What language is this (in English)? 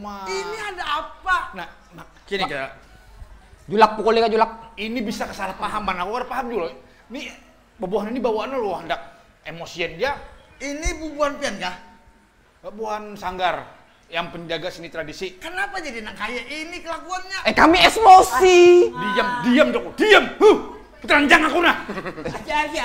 Banjar